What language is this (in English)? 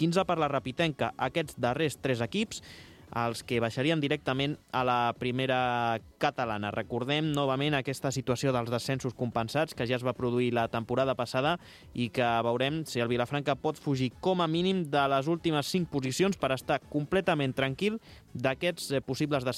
Catalan